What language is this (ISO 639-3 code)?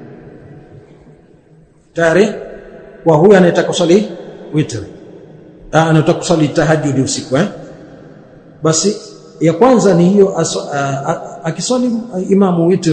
swa